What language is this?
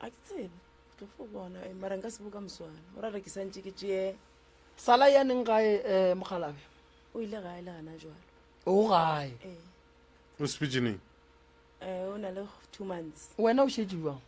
Northern Sotho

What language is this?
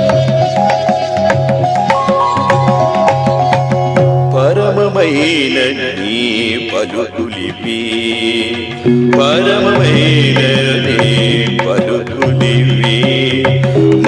Telugu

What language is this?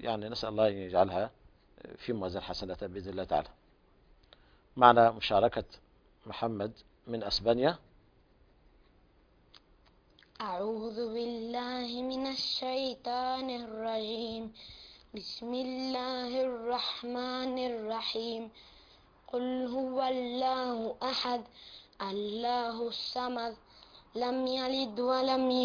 Arabic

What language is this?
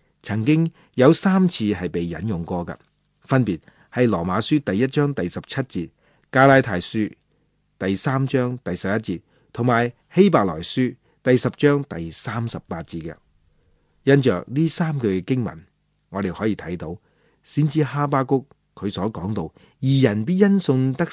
Cantonese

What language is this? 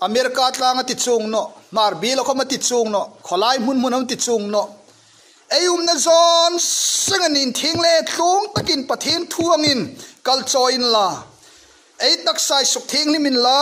Hmar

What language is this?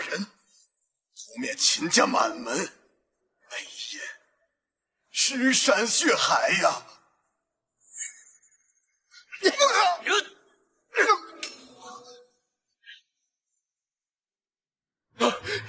Chinese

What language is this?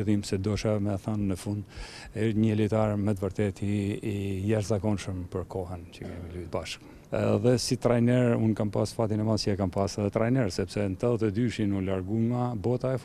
Albanian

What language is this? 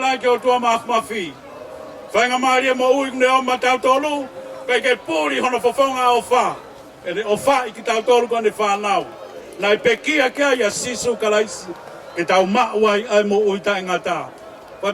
Tongan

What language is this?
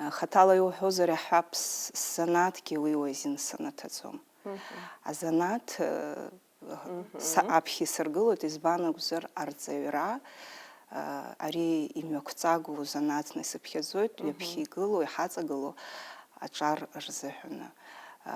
Abkhazian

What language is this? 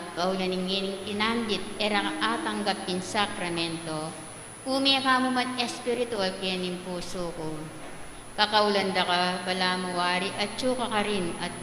Pampanga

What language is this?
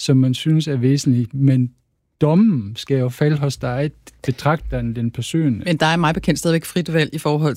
Danish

